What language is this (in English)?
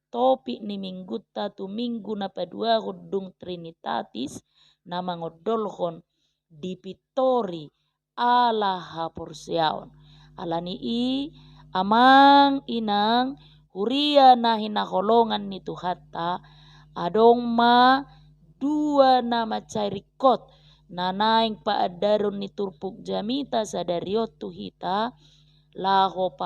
Batak Toba